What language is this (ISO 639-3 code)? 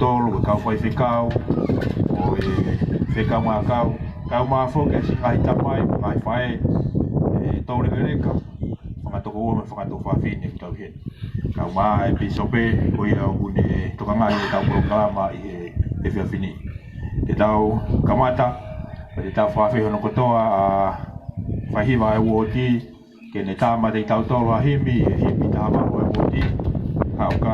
ton